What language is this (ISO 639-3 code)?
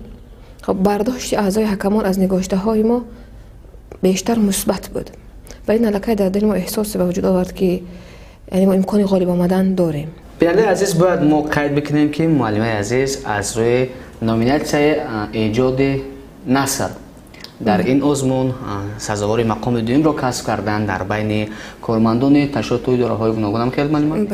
tgk